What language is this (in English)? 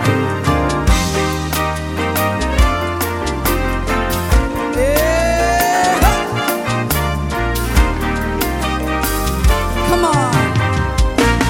Swahili